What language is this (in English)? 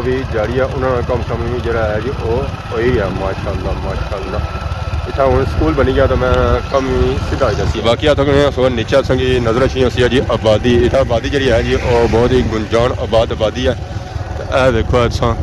Pahari-Potwari